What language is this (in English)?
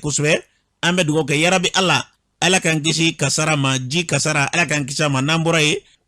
Bambara